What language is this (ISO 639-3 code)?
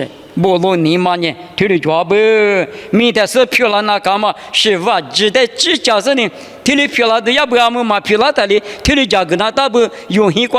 lis